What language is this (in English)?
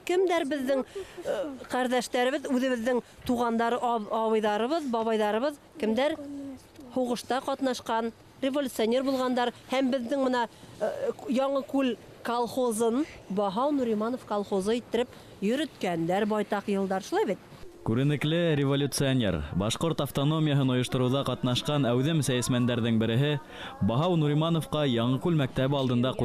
Bashkir